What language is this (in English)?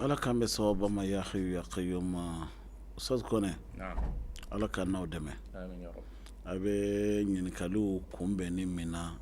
Bambara